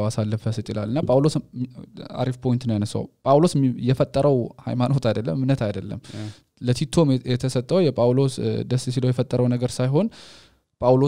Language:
Amharic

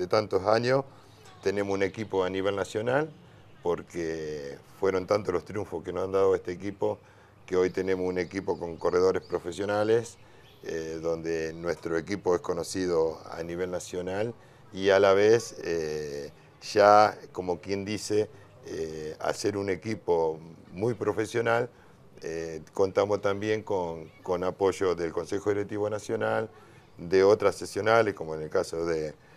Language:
Spanish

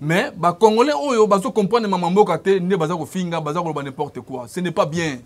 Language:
Lingala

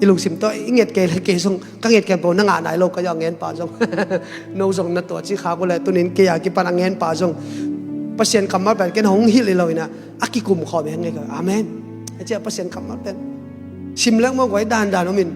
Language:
Tedim Chin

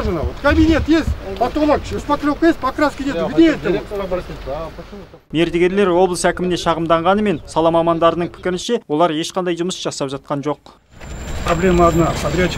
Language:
Kazakh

